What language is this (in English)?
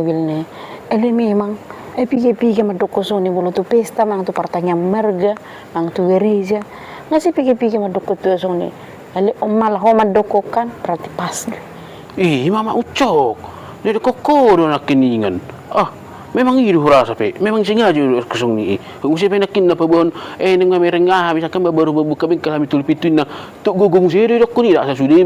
Batak Toba